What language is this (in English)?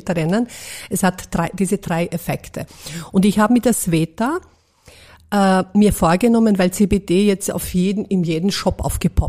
German